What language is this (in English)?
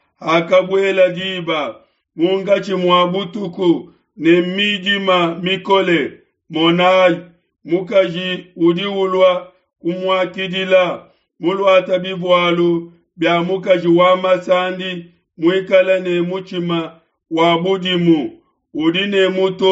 Luba-Lulua